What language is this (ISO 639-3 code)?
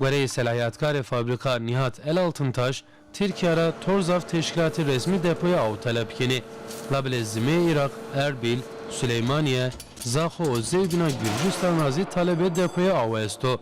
zza